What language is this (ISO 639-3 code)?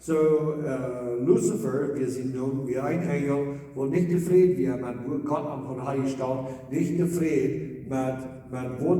pdt